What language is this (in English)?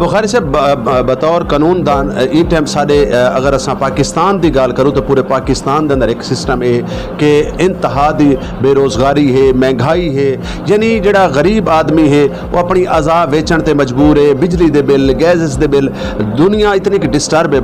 Saraiki